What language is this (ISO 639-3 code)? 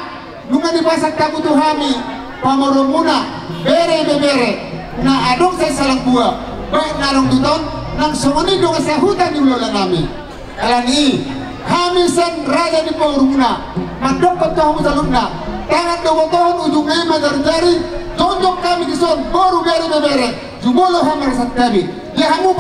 bbc